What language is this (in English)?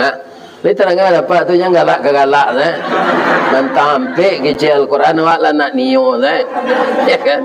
Minangkabau